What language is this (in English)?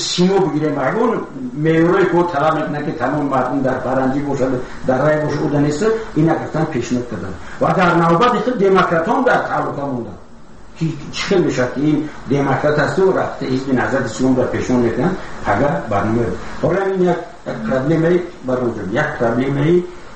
Tajik